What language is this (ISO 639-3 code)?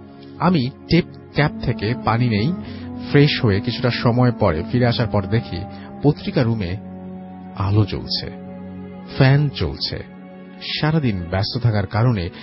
ben